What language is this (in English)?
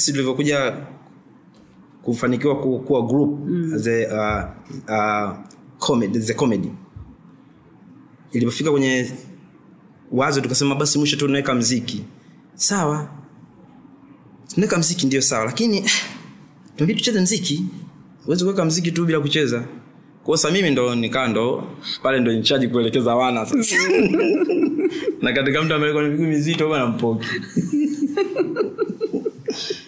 Swahili